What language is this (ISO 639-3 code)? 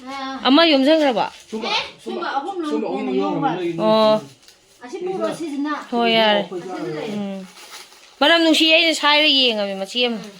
mni